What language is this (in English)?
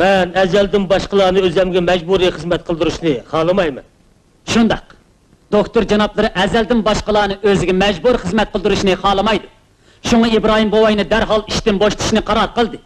Uyghur